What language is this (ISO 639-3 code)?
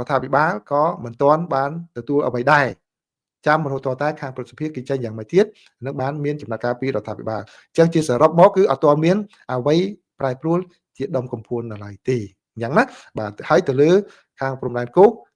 khm